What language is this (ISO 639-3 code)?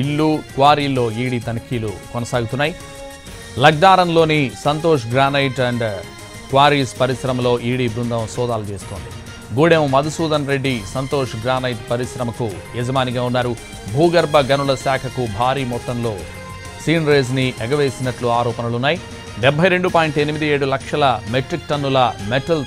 tel